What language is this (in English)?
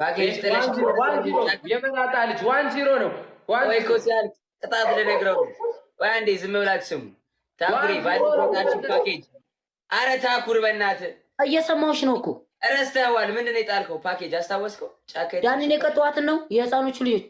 Amharic